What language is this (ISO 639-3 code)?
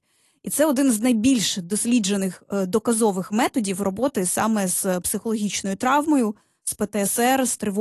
ukr